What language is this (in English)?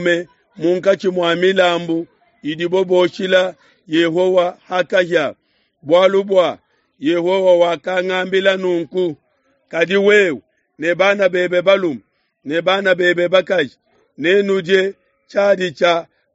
Luba-Lulua